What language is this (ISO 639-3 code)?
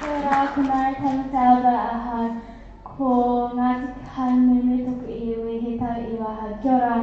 mri